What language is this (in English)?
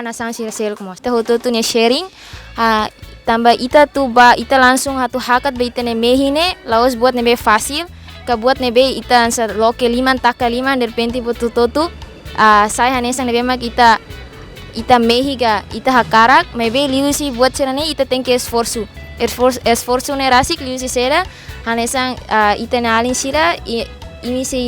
Tetum